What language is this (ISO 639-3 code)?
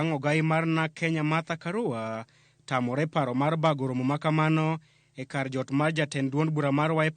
luo